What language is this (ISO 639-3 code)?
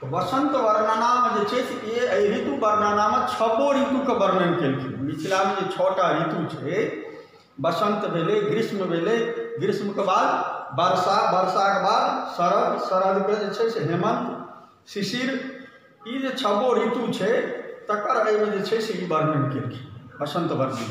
mai